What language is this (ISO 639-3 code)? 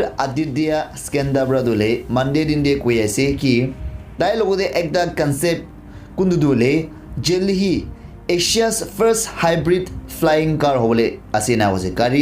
nag